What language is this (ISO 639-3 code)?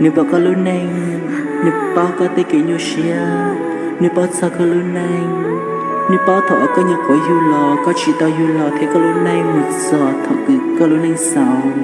hmn